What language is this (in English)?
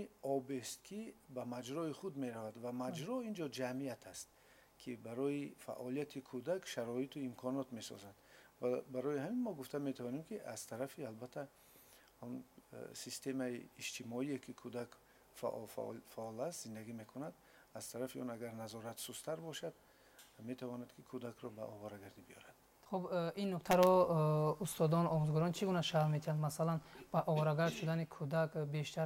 Tajik